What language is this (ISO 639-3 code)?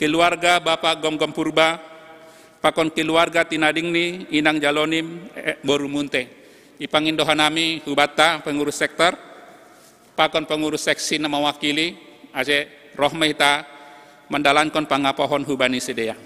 bts